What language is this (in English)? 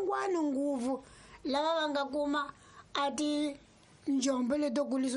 Tsonga